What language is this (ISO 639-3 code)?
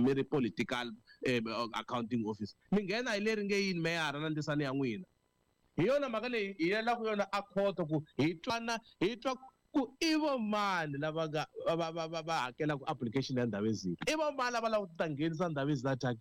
tso